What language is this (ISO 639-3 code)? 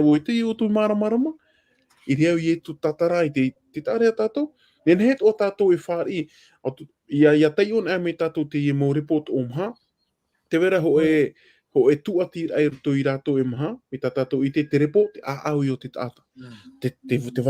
tah